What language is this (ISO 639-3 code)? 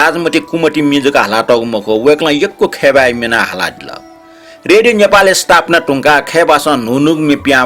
new